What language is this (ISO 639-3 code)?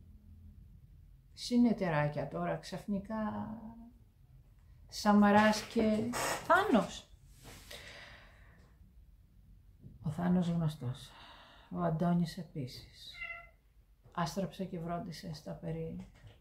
ell